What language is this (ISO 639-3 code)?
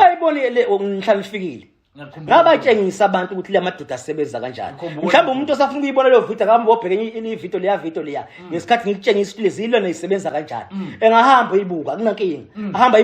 zul